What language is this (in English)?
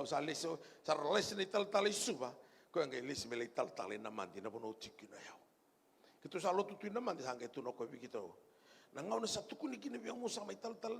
Fijian